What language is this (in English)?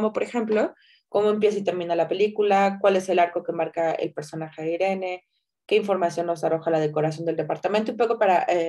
Spanish